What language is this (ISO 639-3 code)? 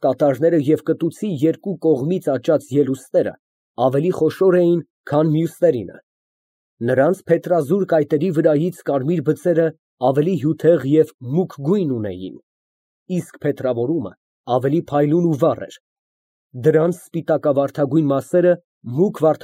hye